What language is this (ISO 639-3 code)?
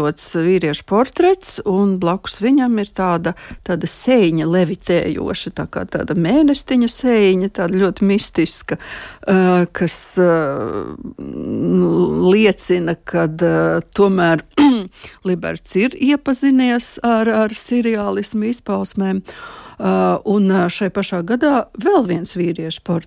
lav